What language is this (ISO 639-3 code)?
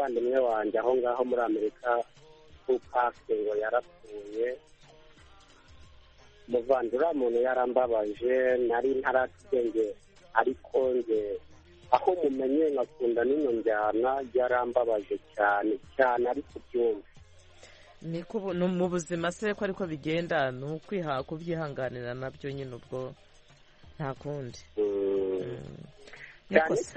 kin